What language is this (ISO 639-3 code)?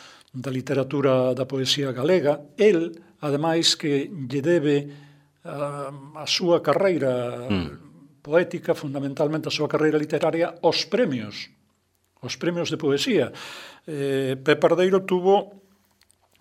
glg